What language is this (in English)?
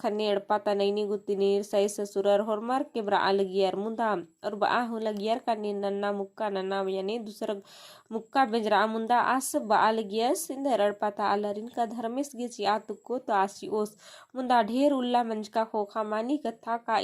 Kurukh